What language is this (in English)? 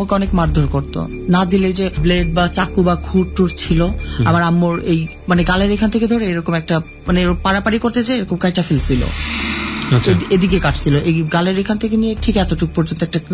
Bangla